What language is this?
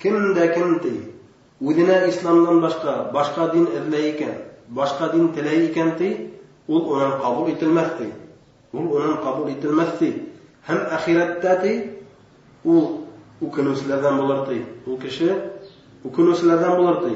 Bashkir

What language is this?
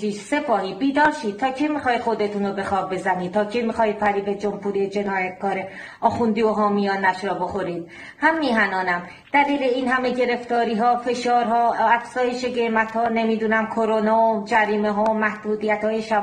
Persian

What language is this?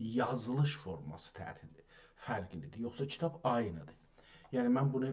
South Azerbaijani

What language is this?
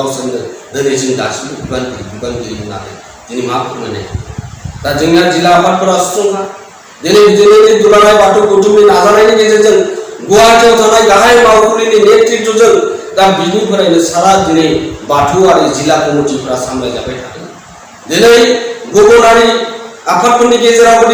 Bodo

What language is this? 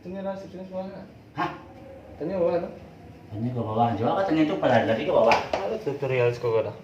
Minangkabau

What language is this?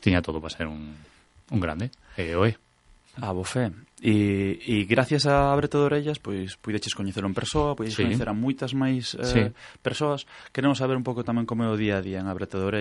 Galician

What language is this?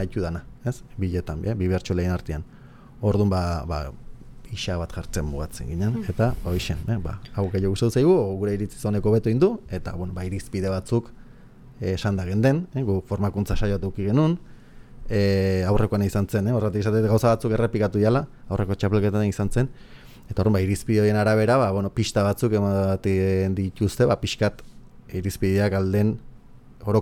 Basque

